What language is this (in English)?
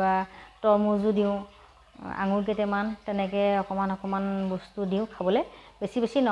Assamese